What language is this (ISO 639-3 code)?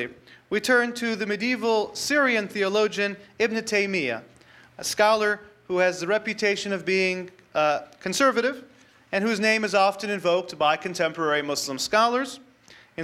eng